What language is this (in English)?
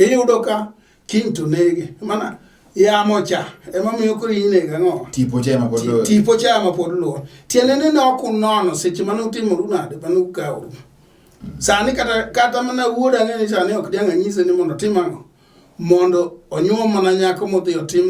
Luo (Kenya and Tanzania)